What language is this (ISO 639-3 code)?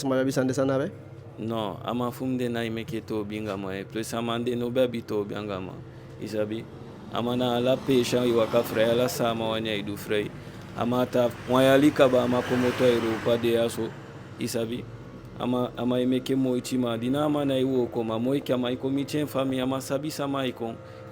djk